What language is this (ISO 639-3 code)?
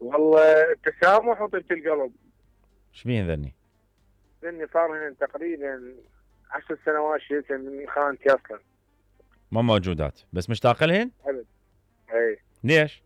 acm